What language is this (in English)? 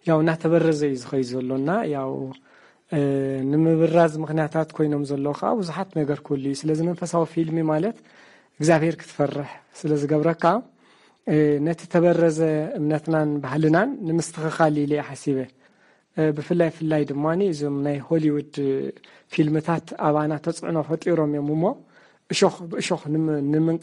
Tigrinya